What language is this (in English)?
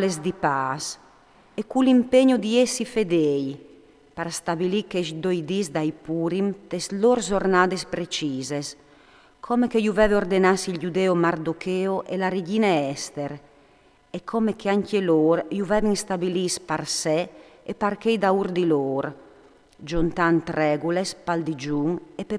Friulian